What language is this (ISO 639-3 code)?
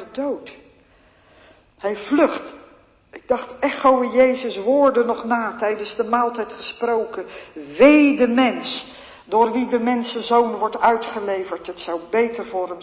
nld